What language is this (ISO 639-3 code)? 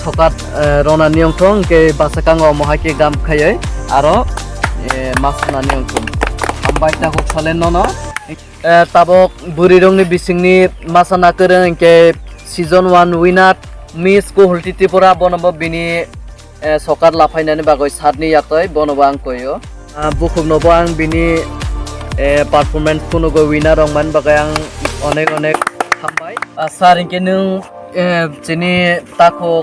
trp